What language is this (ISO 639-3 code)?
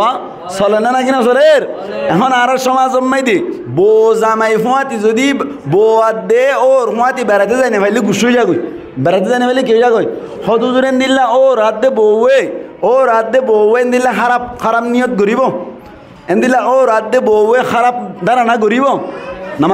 rhg